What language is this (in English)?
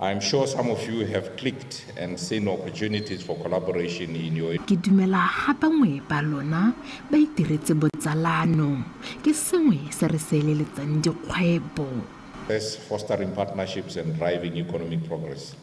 Tswana